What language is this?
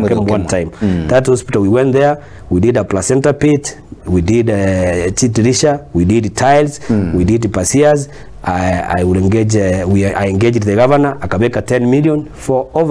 Gusii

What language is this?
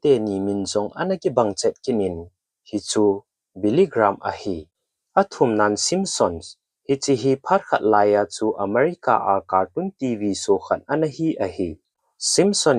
Thado Chin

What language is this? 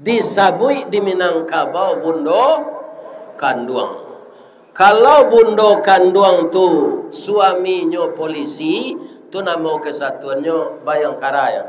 Minangkabau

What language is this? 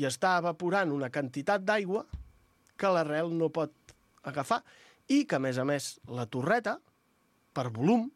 Catalan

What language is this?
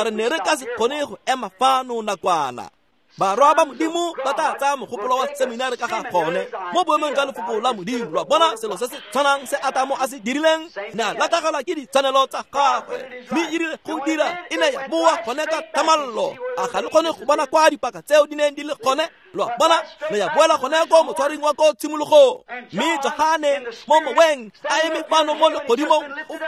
Tswana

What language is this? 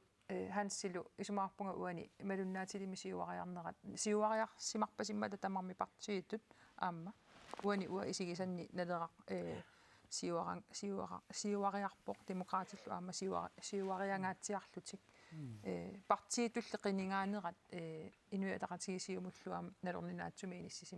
Kalaallisut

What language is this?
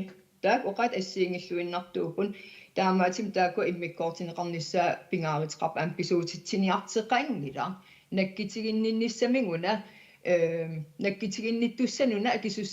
Kalaallisut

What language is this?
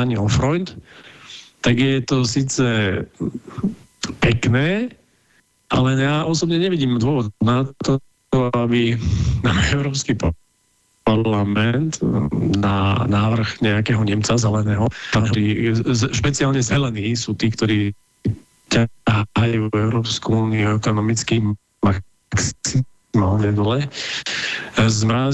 Slovak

